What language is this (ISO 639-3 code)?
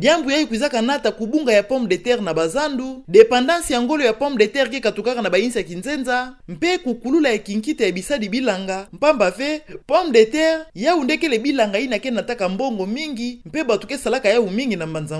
ktu